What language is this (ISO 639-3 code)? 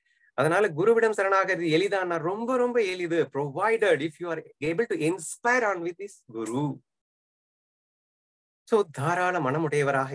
tam